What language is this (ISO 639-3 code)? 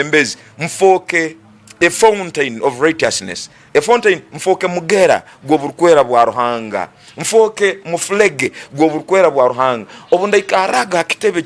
ttj